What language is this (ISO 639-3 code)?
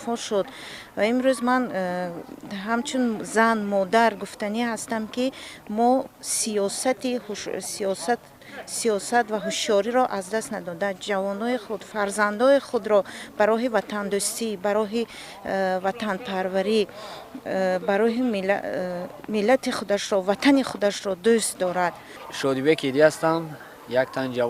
tgk